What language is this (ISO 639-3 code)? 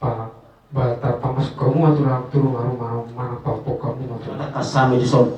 bbc